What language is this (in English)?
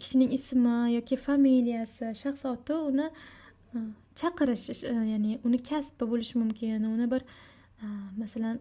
Uzbek